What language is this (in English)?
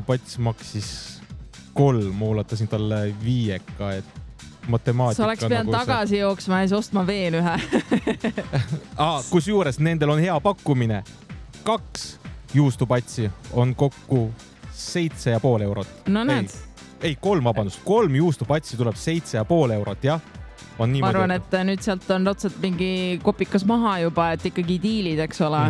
Estonian